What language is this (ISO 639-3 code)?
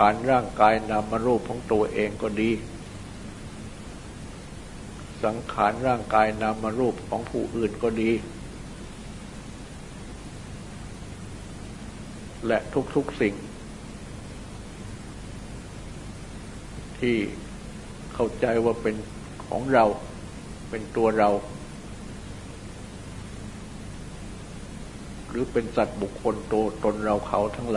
tha